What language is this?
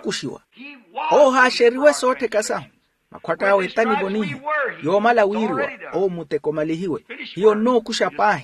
Makhuwa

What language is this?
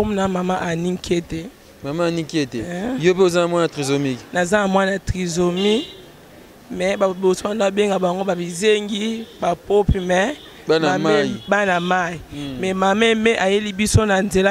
Lingala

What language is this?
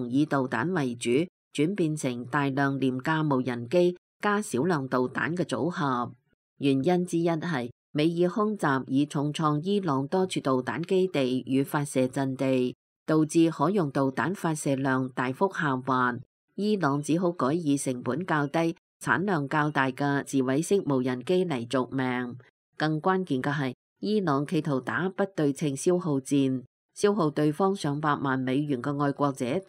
Cantonese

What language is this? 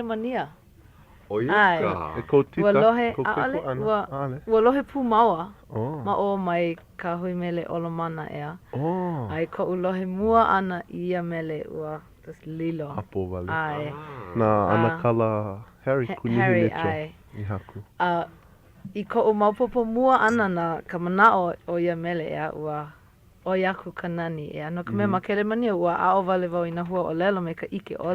Hawaiian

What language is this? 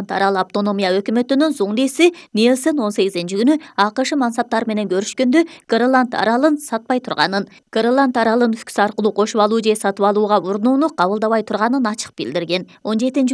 Kyrgyz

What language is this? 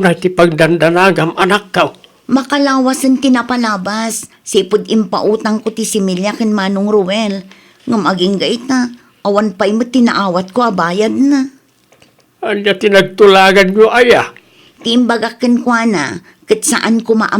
Iloko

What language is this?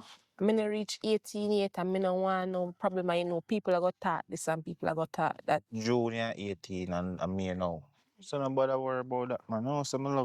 Jamaican Creole English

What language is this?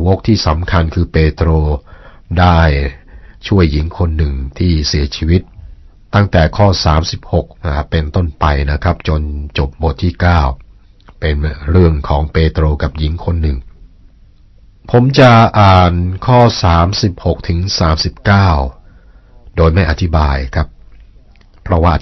Thai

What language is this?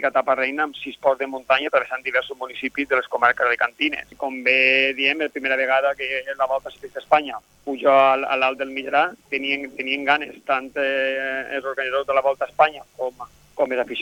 Catalan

